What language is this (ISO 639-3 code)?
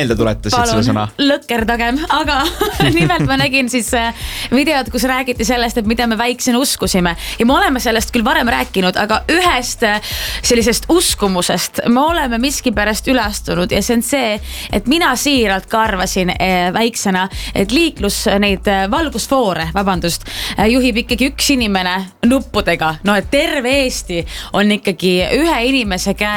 est